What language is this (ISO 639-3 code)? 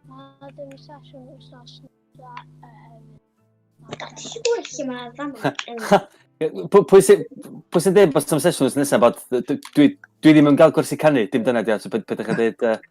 cym